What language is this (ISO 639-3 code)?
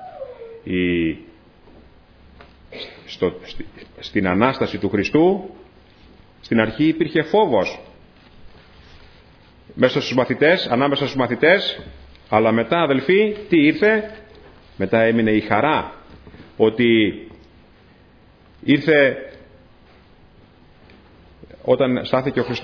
ell